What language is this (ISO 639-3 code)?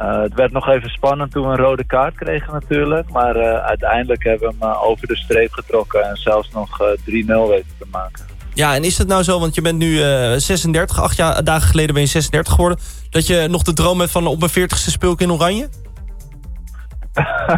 nld